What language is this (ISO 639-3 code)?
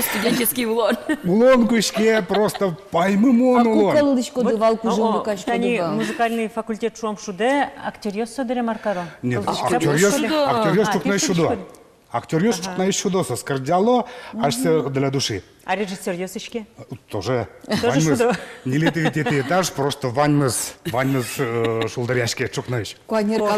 udm